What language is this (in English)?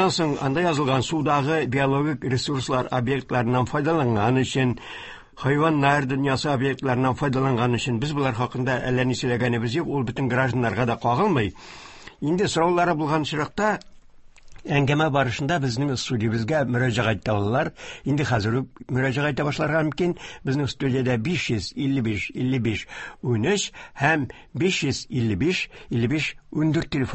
Tatar